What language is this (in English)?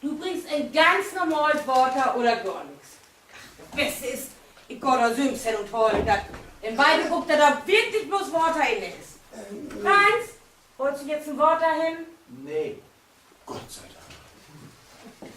Low German